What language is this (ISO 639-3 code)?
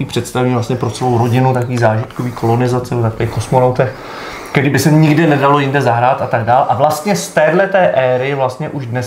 ces